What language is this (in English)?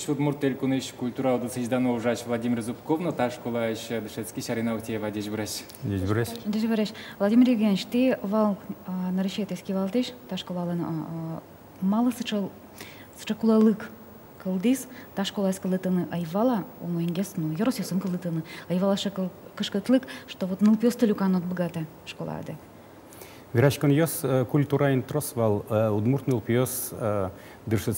Udmurt